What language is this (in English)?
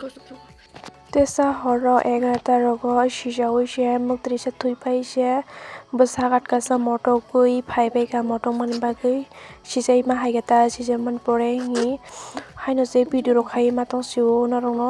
Kok Borok